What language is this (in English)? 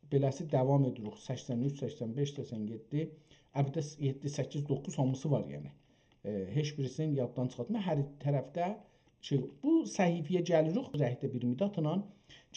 South Azerbaijani